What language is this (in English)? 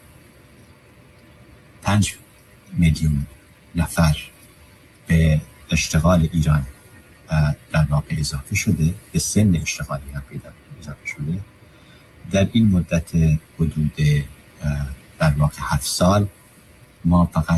Persian